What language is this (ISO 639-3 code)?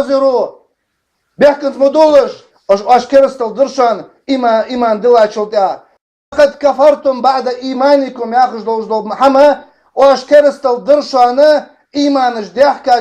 inh